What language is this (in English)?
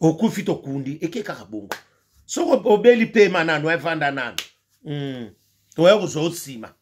Lingala